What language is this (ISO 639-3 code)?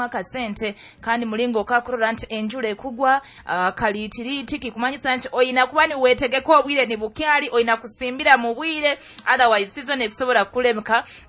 nyo